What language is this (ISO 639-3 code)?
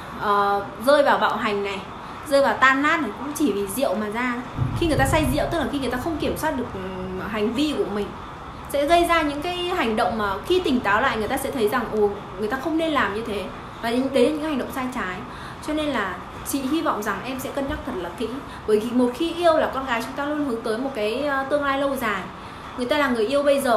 vie